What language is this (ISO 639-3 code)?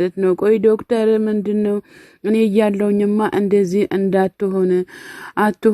amh